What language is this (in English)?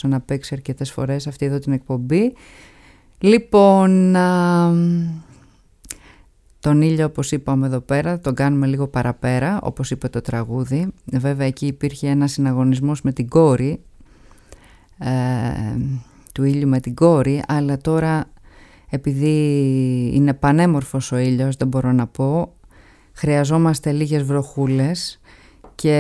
Greek